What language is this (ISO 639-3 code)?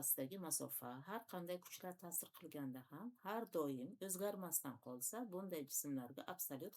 uzb